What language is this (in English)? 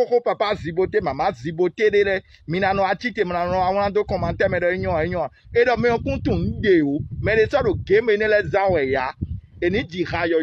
Fon